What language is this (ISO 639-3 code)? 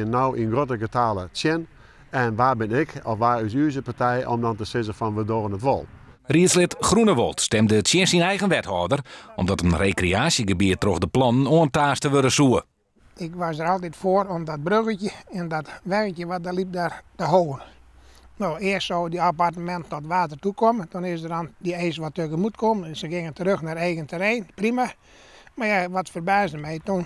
fry